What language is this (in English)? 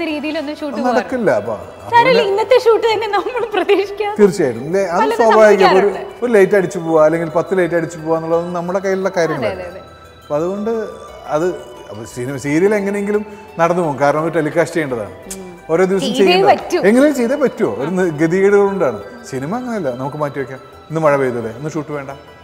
Malayalam